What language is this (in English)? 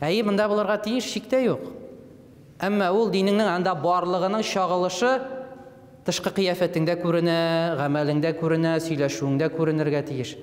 Tatar